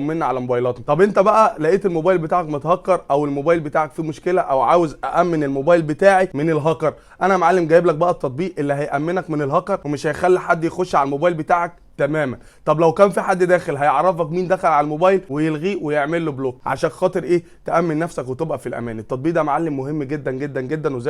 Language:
Egyptian Arabic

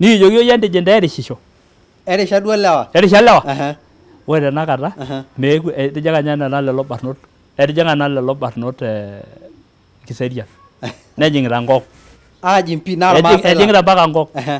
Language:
Masai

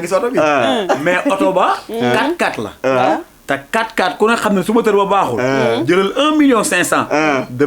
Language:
Wolof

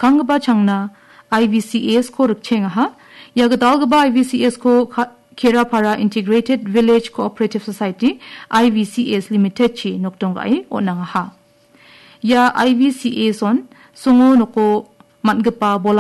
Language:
Garo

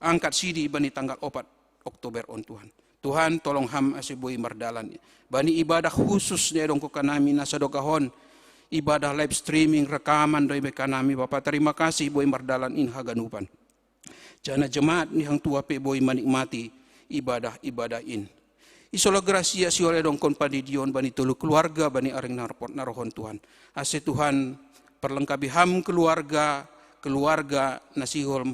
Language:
Batak Simalungun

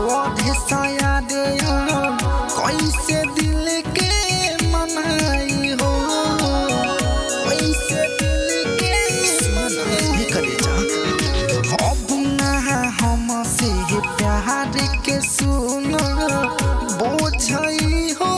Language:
Bhojpuri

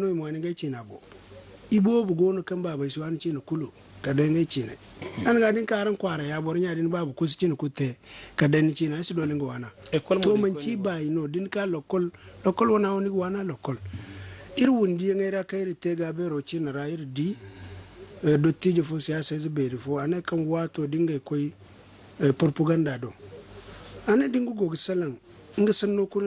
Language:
Zarma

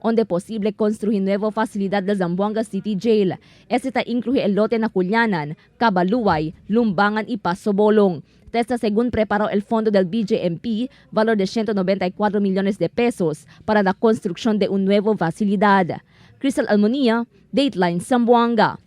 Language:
Chavacano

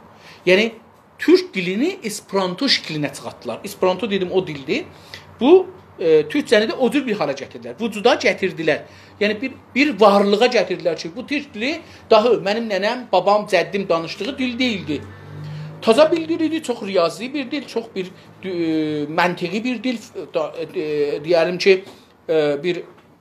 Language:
South Azerbaijani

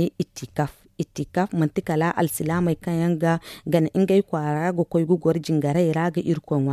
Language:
Zarma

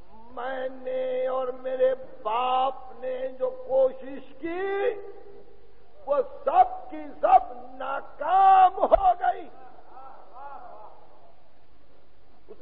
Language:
Urdu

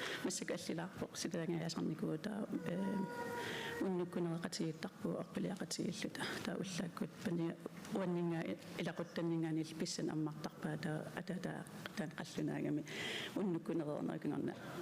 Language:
Kalaallisut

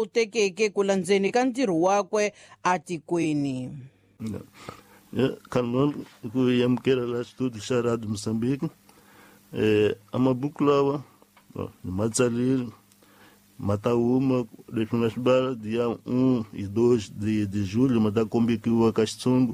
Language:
Tsonga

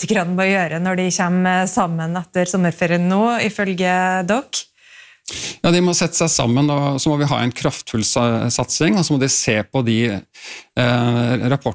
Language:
Norwegian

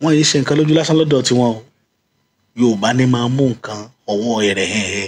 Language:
Yoruba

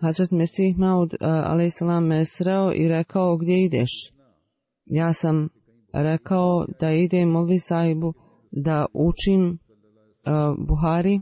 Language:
Bosnian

